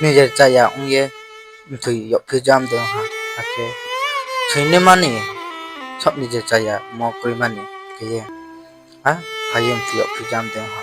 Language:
Riang (India)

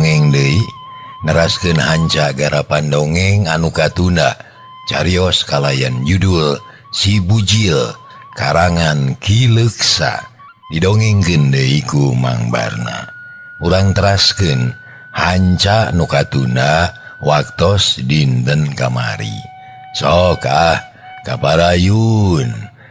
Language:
Sundanese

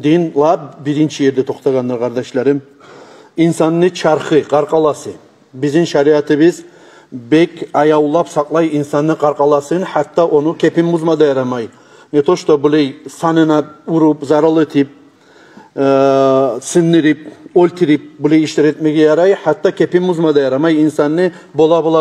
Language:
Kumyk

